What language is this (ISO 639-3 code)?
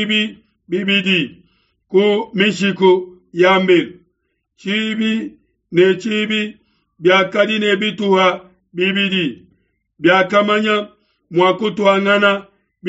lua